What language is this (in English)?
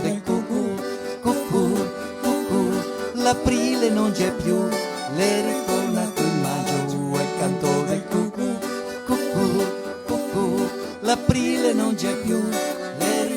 Venetian